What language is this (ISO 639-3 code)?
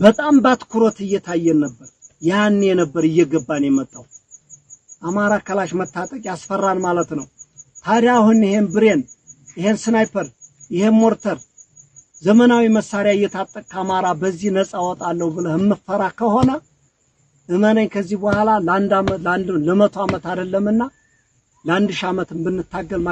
amh